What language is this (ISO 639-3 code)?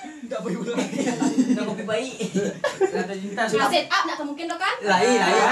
min